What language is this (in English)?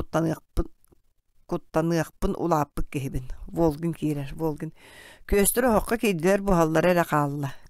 Yakut